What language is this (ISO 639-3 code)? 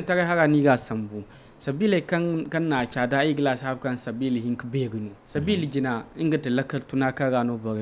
dje